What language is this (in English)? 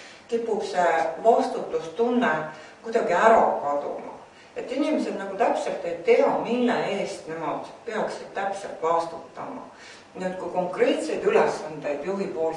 Estonian